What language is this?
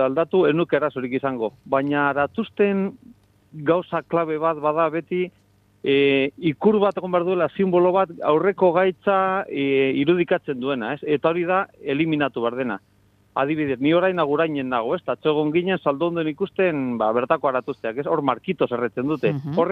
Basque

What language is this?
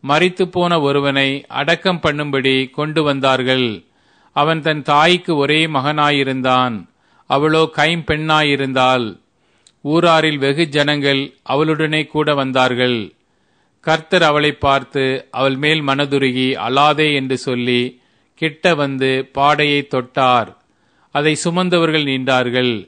Tamil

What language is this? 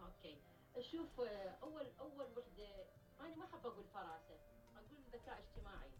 Mesopotamian Arabic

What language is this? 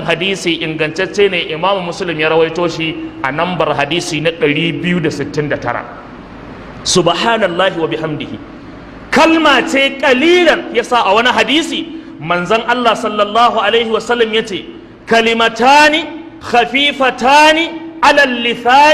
Hausa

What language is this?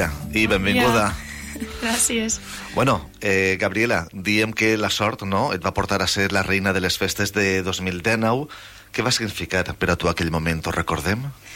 Catalan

